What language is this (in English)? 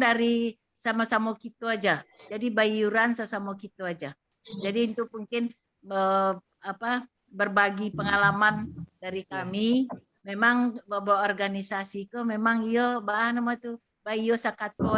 Minangkabau